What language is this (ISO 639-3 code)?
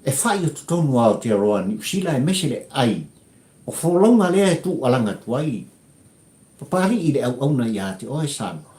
smo